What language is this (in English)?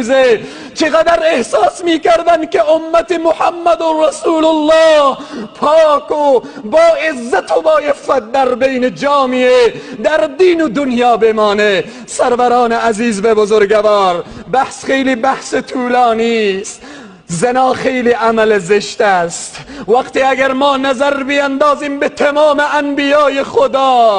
Tajik